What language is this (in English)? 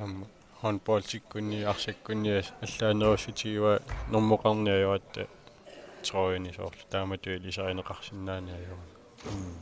Kalaallisut